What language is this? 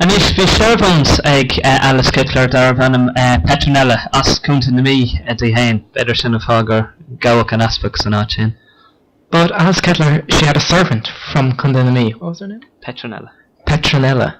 Irish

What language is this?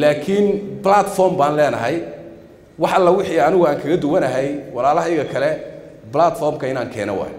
Somali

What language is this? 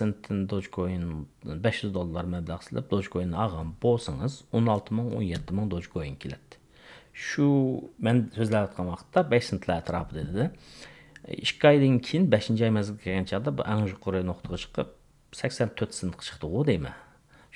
Uyghur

